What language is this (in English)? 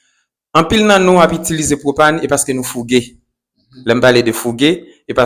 Haitian Creole